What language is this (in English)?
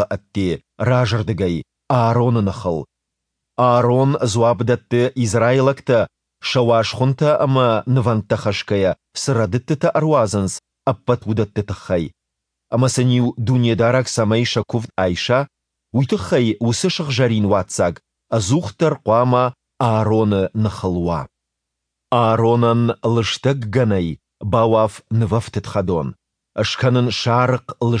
Ossetic